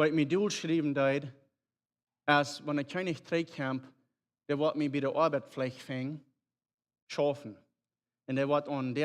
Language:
Plautdietsch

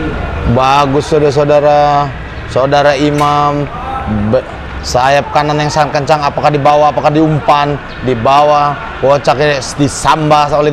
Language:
Indonesian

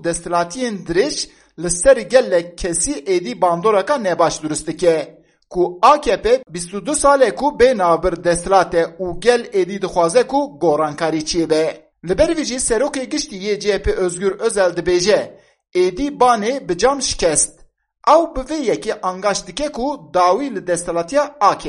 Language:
Kurdish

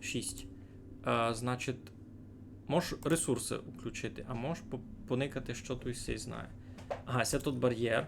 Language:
Rusyn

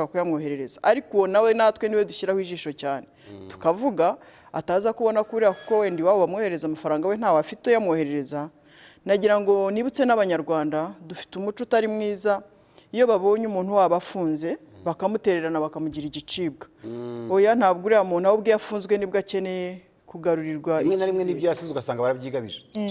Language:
Kinyarwanda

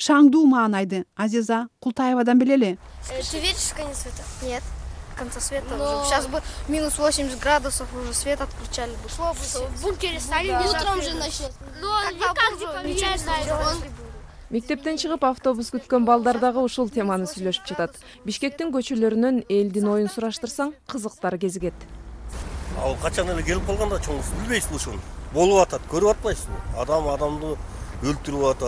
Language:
Kyrgyz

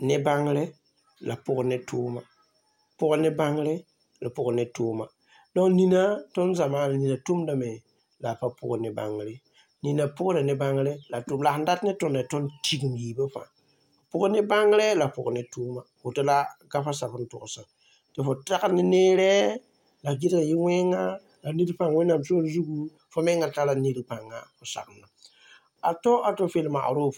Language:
Mossi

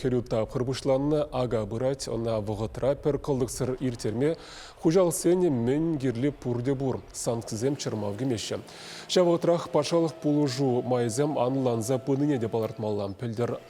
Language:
Chuvash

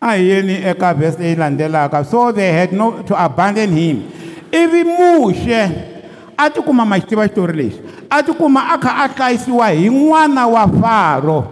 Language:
Tsonga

